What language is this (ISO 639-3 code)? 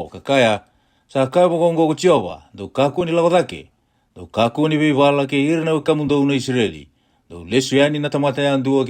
fij